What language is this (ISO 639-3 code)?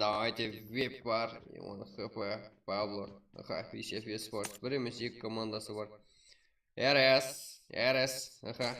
kaa